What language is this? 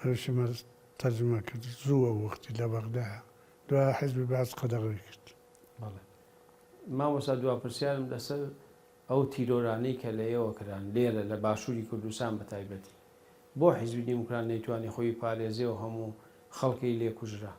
Central Kurdish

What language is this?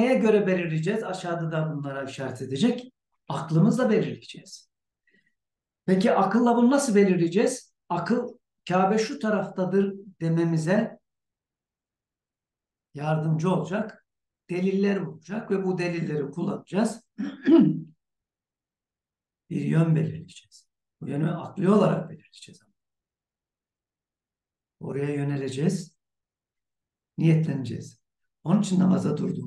Turkish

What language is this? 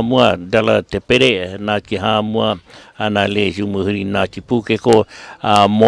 Māori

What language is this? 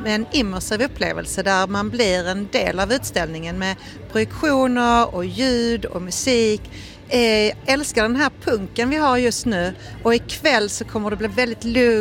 Swedish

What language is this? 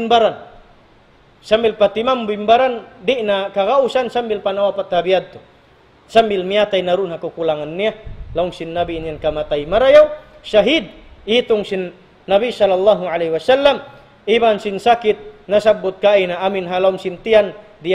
Tausug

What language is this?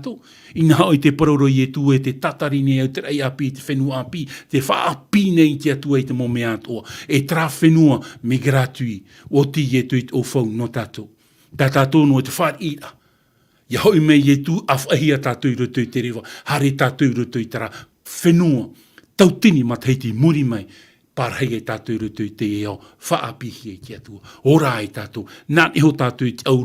Tahitian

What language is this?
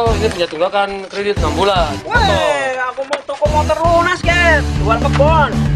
Betawi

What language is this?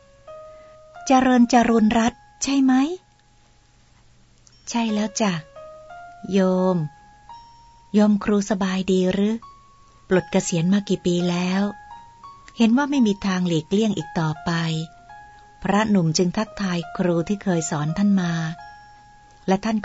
Thai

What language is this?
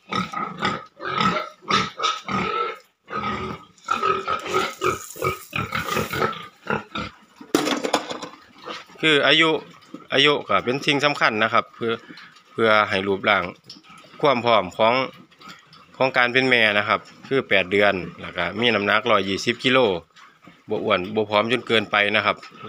Thai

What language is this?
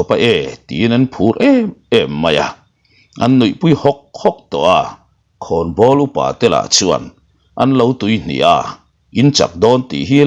Mizo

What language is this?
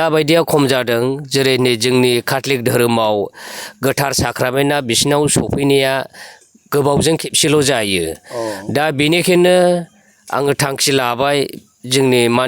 Bodo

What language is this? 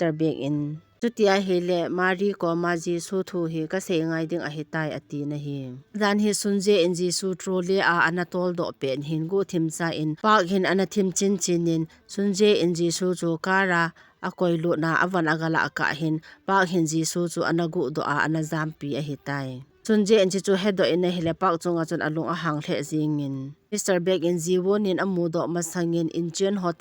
Thado Chin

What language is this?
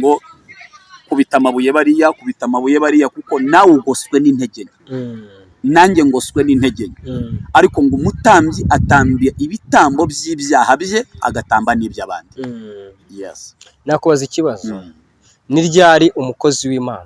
Kinyarwanda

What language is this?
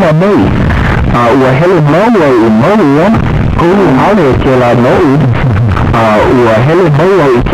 Hawaiian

